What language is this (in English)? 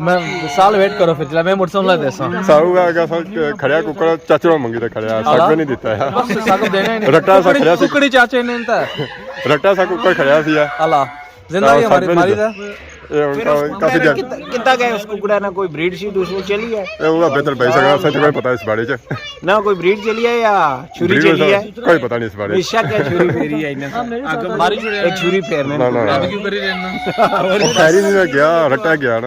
Pahari-Potwari